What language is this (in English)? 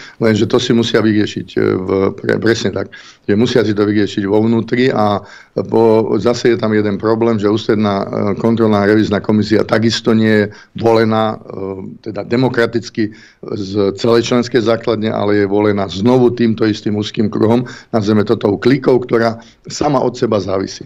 Slovak